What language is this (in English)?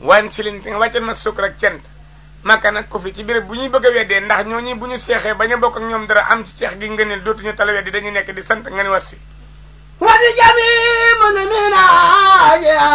Wolof